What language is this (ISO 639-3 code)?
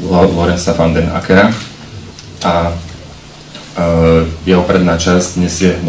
slk